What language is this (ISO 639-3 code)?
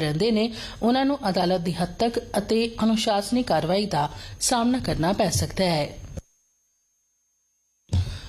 pan